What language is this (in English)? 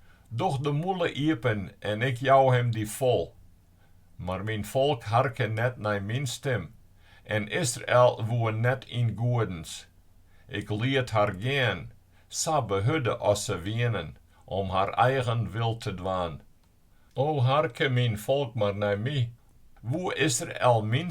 Western Frisian